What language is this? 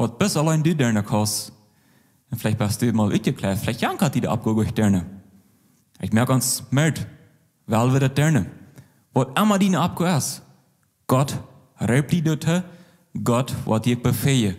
Plautdietsch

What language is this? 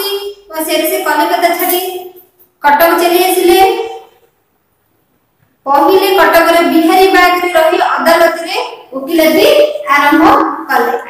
Odia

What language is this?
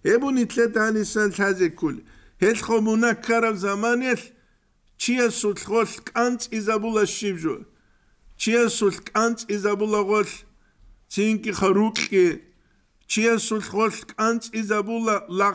Avaric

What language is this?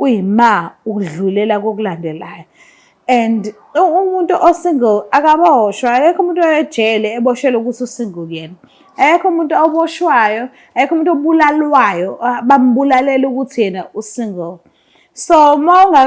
Zulu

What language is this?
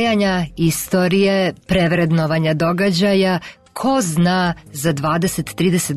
Serbian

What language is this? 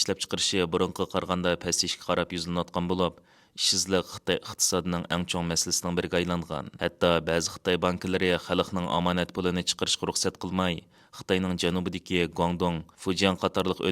Uyghur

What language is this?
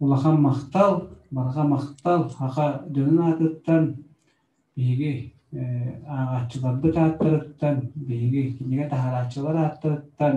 Yakut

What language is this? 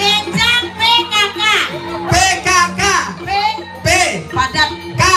Balinese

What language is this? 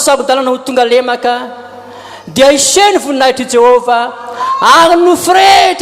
Malagasy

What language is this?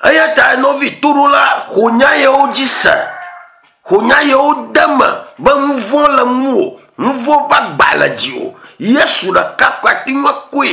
Ewe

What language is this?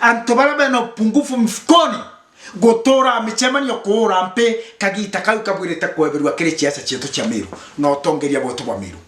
Meru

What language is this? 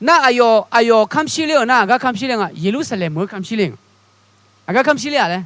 Akha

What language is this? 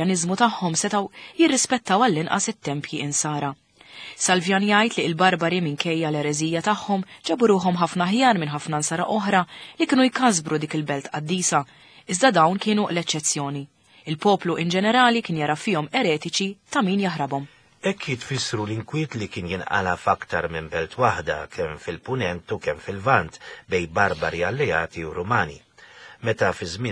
Maltese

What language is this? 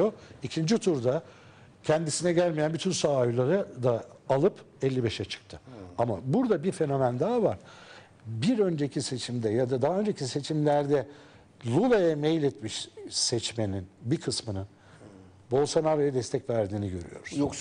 Turkish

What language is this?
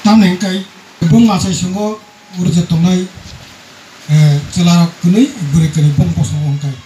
Kok Borok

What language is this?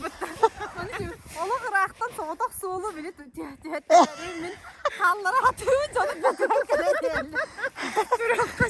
Yakut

